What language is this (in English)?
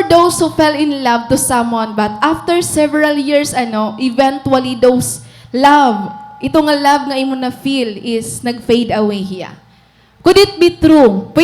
Waray